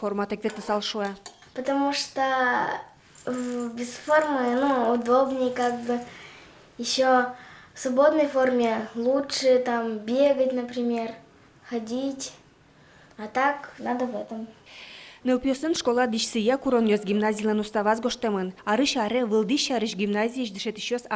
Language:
Udmurt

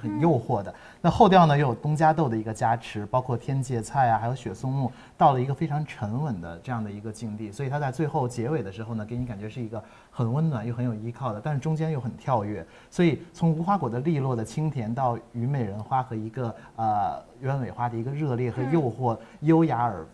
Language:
Chinese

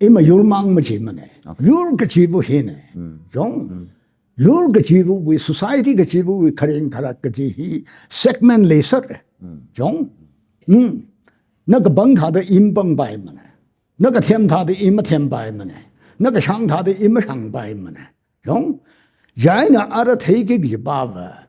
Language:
Tangkhul Naga (India)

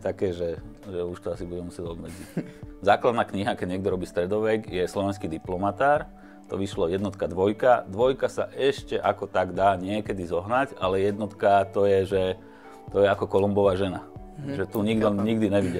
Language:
Slovak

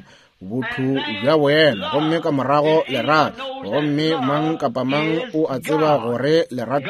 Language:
Northern Sotho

